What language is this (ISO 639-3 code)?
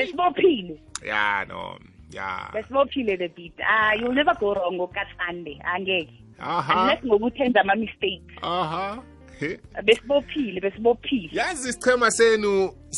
nbl